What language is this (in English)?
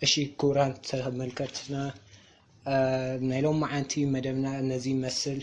Tigrinya